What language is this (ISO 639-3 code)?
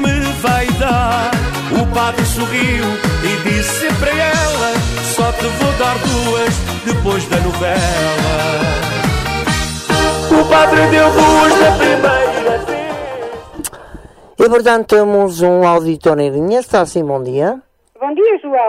por